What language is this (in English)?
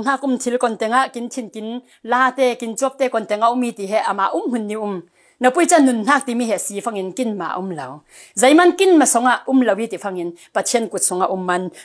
Falam Chin